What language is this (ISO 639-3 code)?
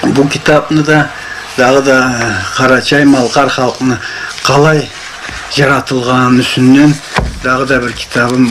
krc